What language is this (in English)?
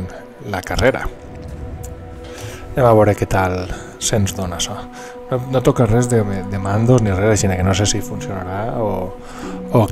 Catalan